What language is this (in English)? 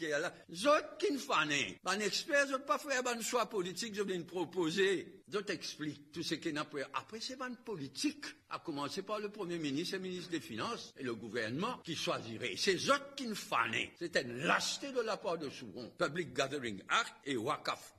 Morisyen